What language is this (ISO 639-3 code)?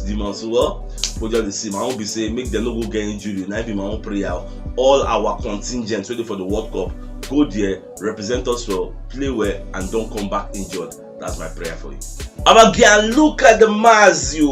pcm